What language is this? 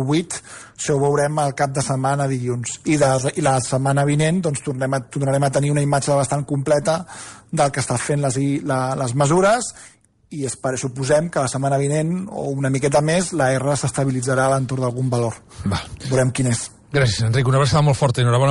Catalan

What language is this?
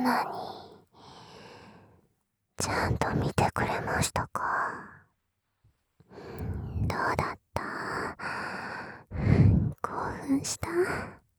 Japanese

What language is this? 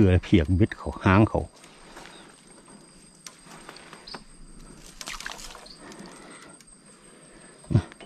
Thai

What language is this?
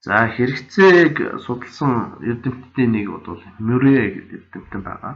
Mongolian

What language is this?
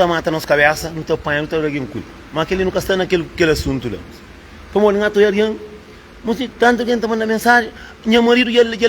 Kabuverdianu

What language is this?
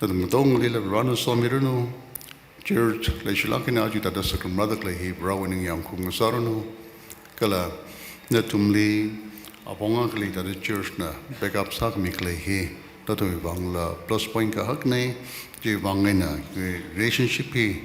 Tangkhul Naga (India)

